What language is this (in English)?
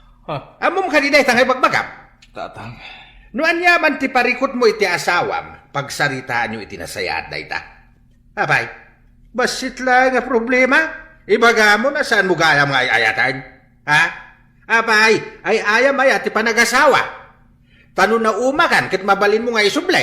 Iloko